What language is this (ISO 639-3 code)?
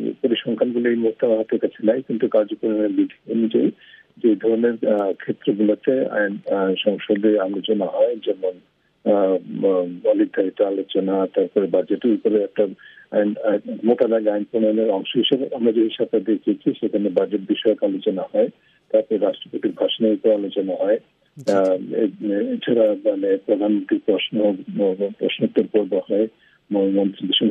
ben